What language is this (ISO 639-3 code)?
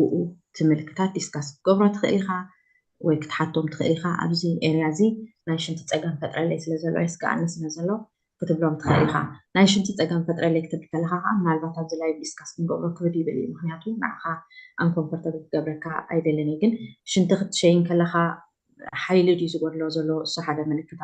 tir